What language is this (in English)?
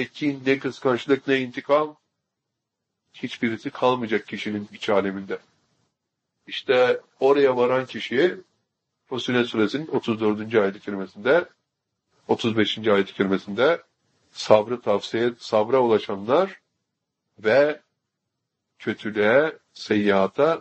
Turkish